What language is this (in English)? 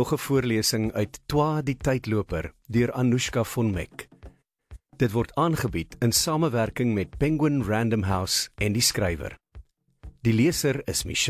Afrikaans